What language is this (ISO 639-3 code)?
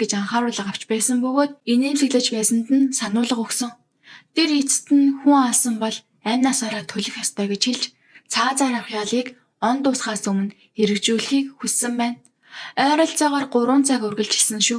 mon